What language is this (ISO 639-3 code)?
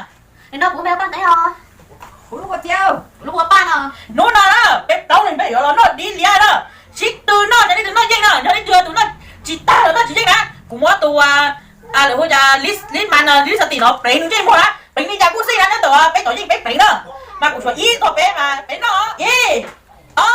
hmn